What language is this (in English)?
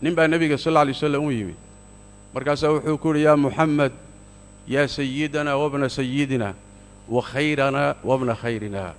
Somali